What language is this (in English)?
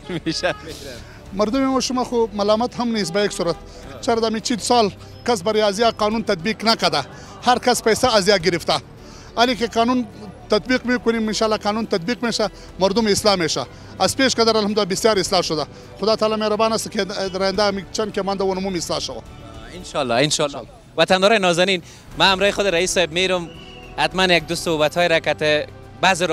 Persian